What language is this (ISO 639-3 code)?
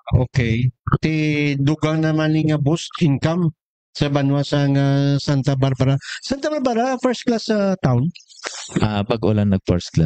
hil